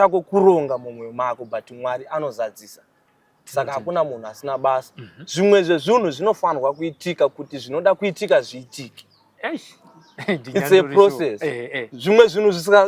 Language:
Shona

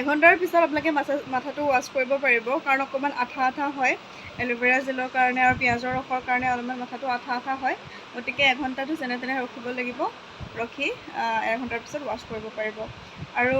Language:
Assamese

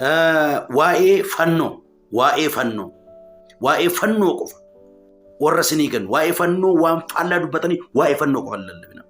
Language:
Oromo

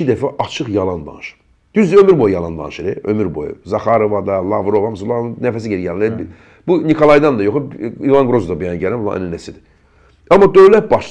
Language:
Azerbaijani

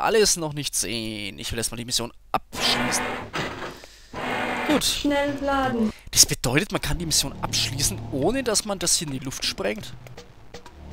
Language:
German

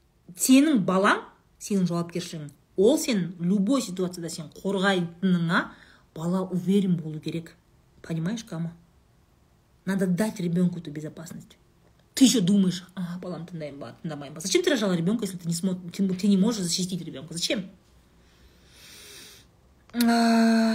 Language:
Kazakh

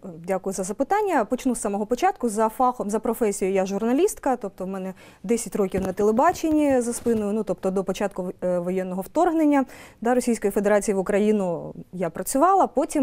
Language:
Ukrainian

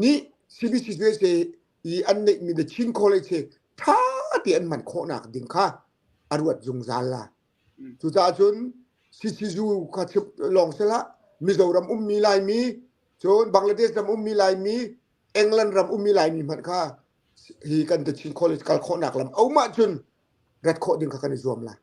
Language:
Hakha Chin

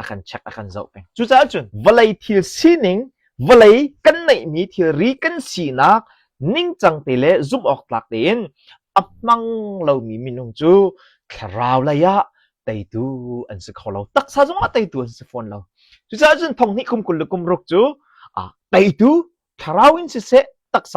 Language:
Hakha Chin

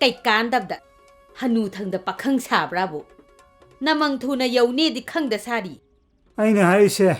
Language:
Manipuri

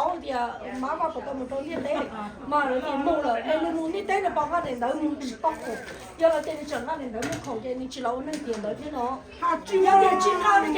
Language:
Hmong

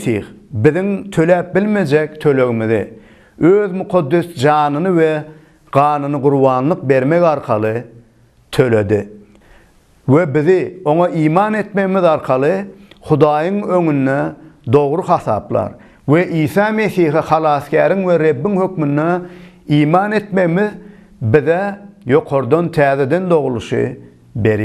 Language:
Turkmen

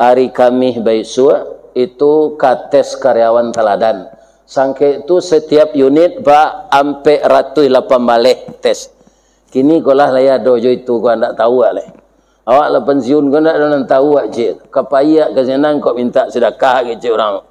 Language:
Minangkabau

